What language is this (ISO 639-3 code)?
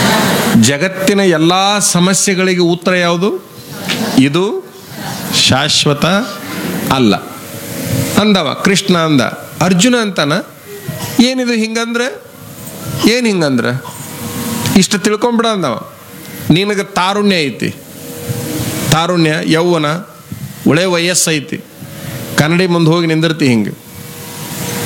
kan